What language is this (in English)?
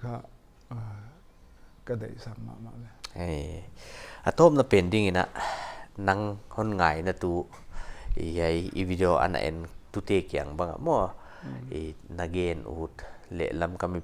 Paite Chin